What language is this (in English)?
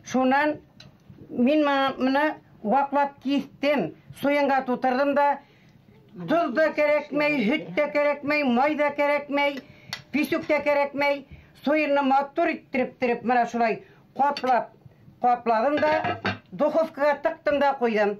Bashkir